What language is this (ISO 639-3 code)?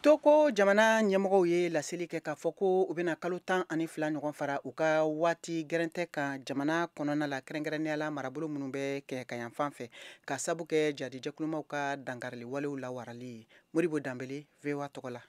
bam